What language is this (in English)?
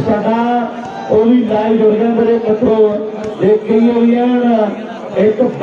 Punjabi